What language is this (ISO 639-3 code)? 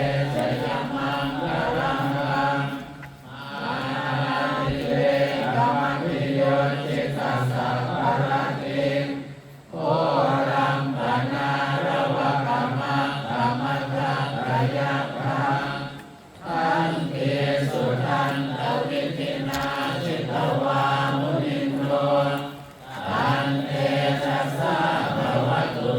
pli